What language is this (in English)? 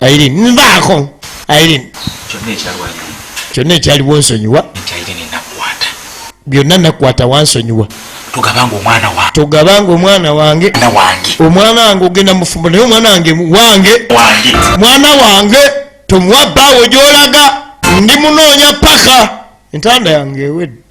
Ganda